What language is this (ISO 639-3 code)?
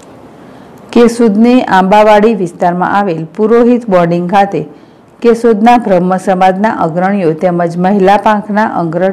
guj